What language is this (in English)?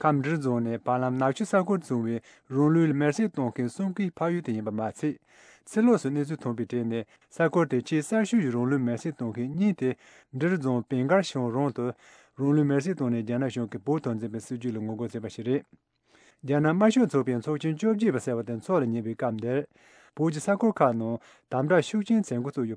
Tibetan